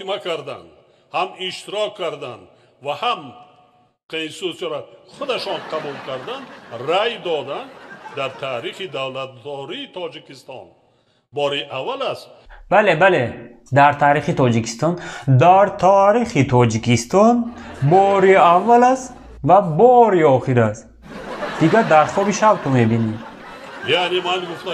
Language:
Tajik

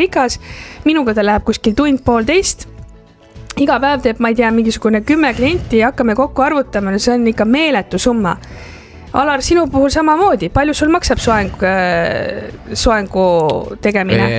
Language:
Estonian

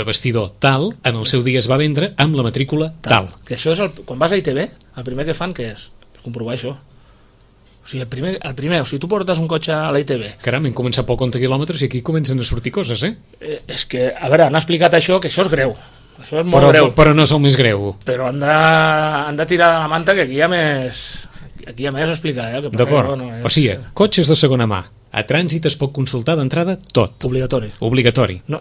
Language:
Catalan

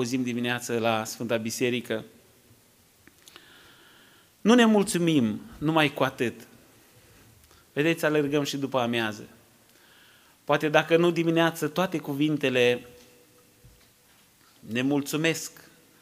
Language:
Romanian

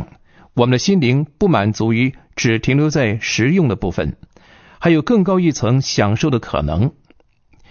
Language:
Chinese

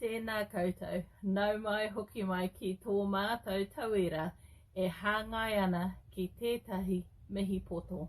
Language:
Māori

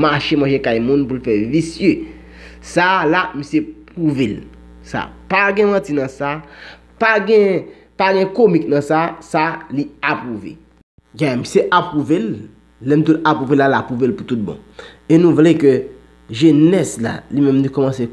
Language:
Haitian Creole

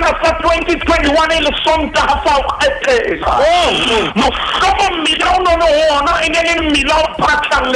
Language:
Southern Sotho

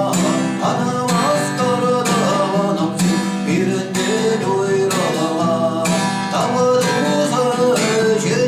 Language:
Chuvash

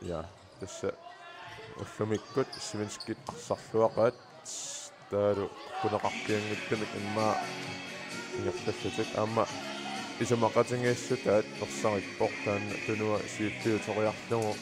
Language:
Kalaallisut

